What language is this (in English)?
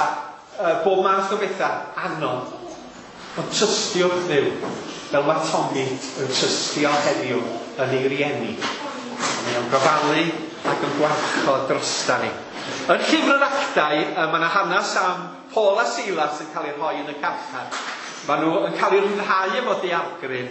Welsh